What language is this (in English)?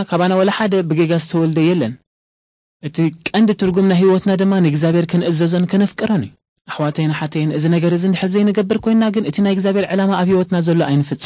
Tigrinya